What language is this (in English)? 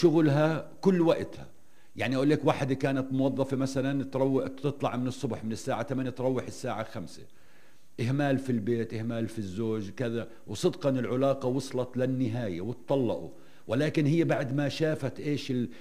North Levantine Arabic